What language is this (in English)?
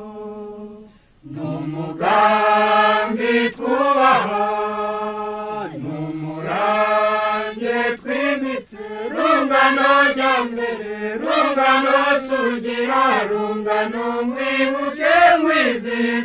Kinyarwanda